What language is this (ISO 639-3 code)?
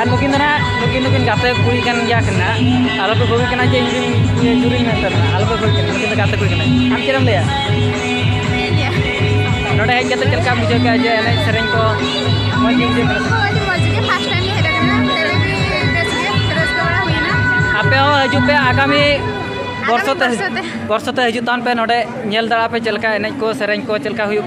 sat